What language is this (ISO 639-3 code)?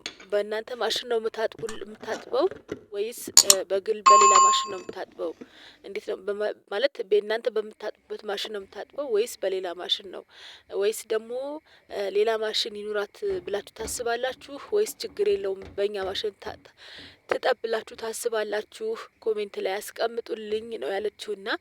amh